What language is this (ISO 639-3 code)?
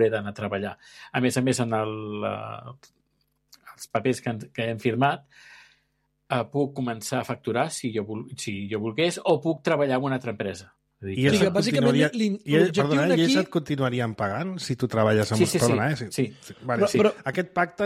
cat